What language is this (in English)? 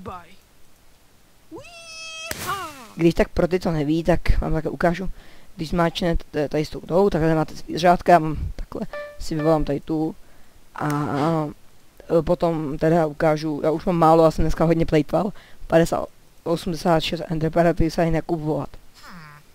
Czech